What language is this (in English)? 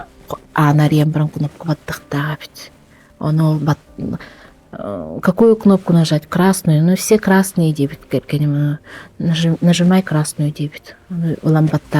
Yakut